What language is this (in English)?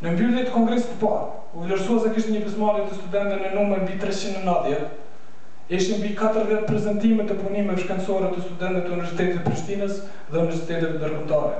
Albanian